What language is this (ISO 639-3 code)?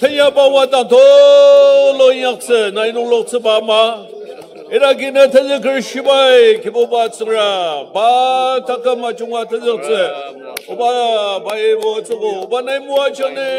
njo